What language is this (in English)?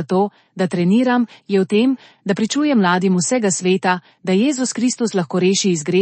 Slovenian